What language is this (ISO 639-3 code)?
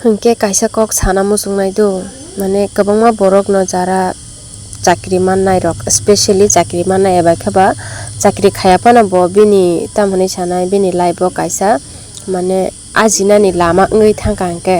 trp